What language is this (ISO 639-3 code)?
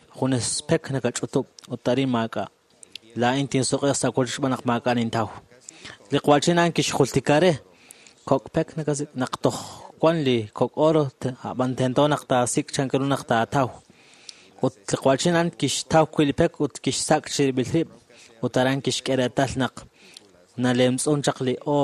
kek